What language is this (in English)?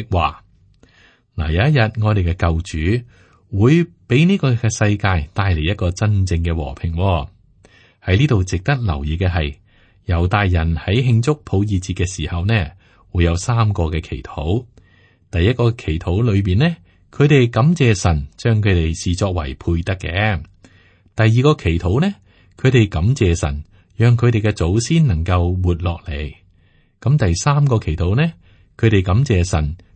Cantonese